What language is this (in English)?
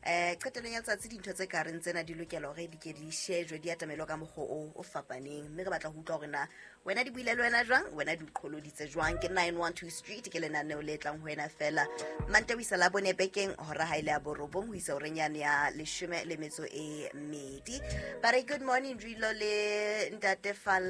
Southern Sotho